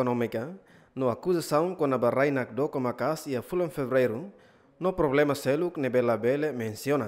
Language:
Tetum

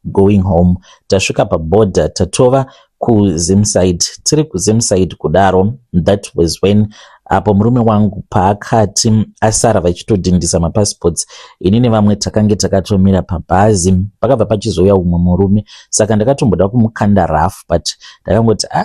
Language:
Shona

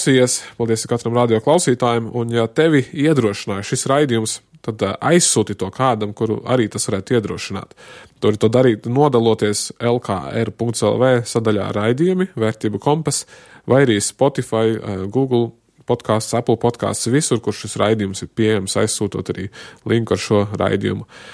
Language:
Latvian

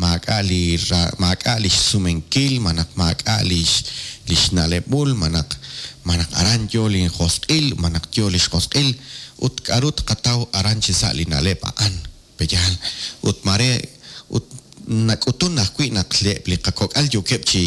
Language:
Kekchí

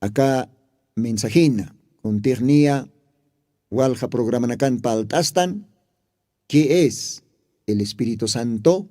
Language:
Aymara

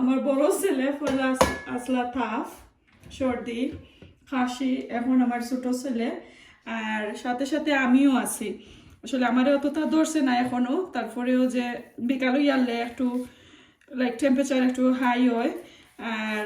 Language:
Sylheti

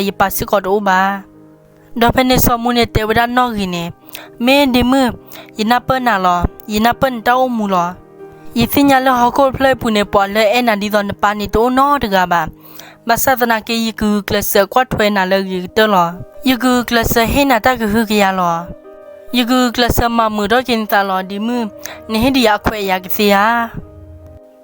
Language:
S'gaw Karen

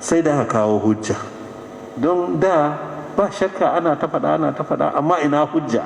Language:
Hausa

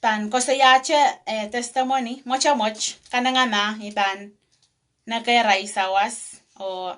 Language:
Pohnpeian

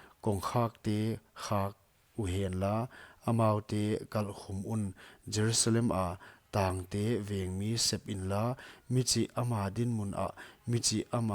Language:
Paite Chin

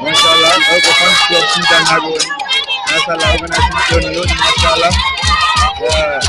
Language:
Fula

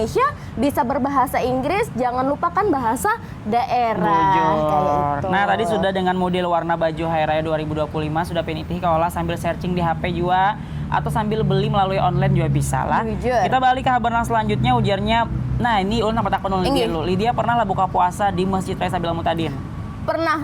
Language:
Banjar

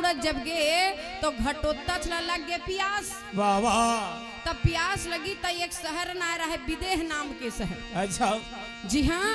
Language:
Chhattisgarhi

